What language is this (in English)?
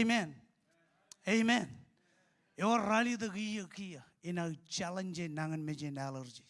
Marshallese